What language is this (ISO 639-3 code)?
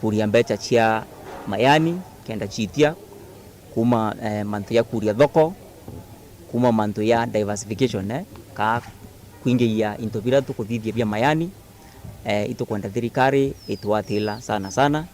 mer